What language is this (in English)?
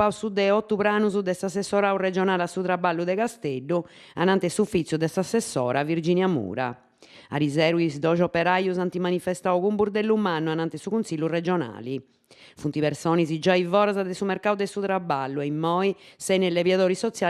Sardinian